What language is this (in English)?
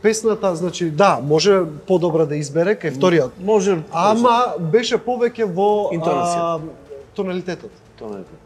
Macedonian